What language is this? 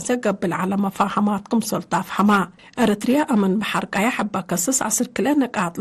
Tigre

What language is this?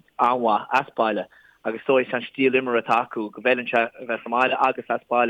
Irish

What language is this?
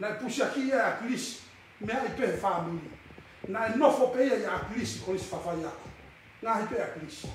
Tongan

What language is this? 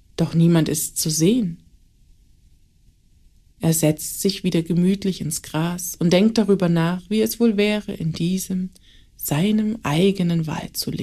German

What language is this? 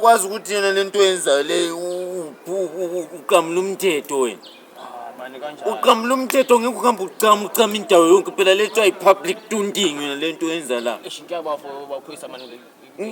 Zulu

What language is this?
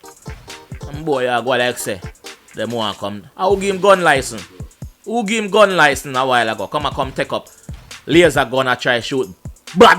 Jamaican Creole English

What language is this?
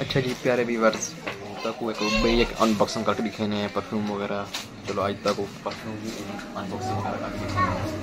Saraiki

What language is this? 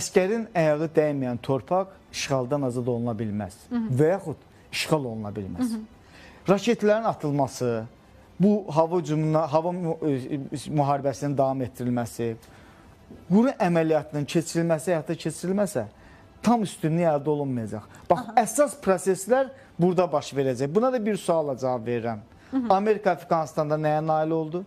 Azerbaijani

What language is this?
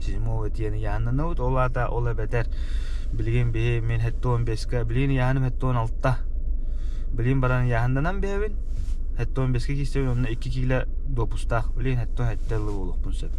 Yakut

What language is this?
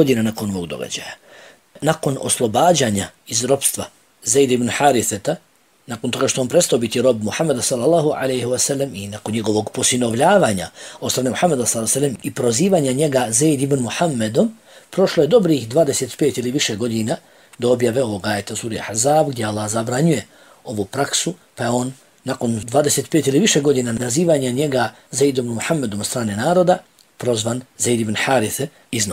Bosnian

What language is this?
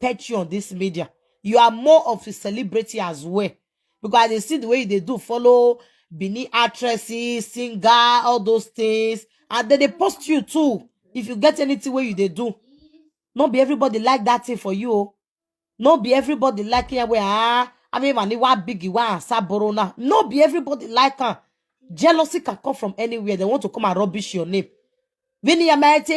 Nigerian Pidgin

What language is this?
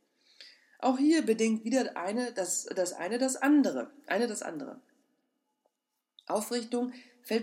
German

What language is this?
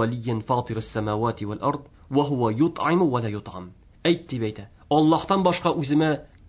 Tatar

